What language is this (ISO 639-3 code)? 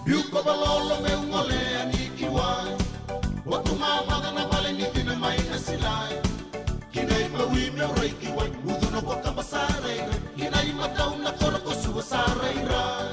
fij